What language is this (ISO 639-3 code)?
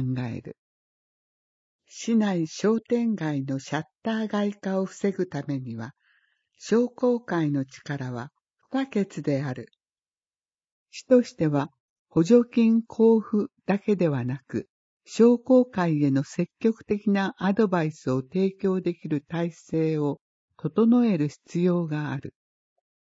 jpn